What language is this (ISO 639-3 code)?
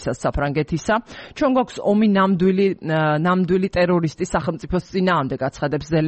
kat